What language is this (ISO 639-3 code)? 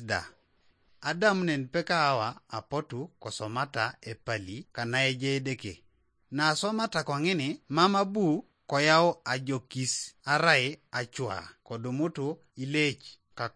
teo